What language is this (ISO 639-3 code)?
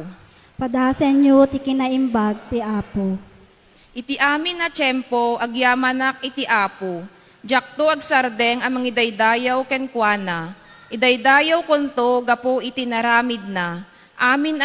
ilo